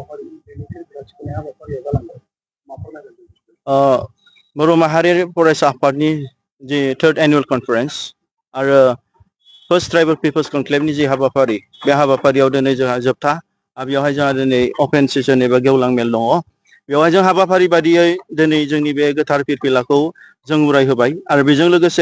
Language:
Bodo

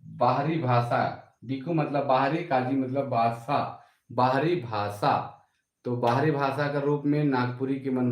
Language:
Sadri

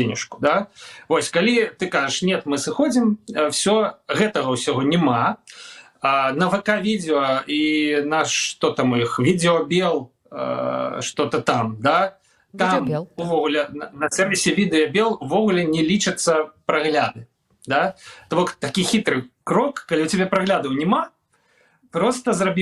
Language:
Belarusian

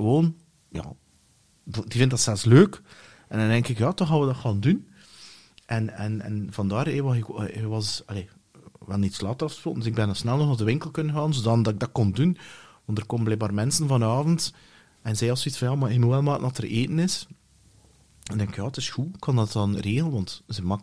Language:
Dutch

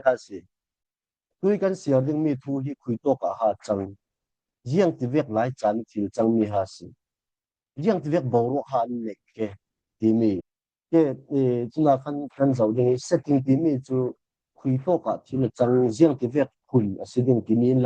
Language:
Falam Chin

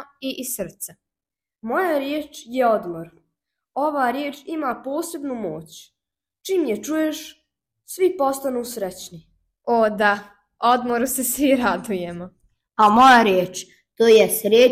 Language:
Croatian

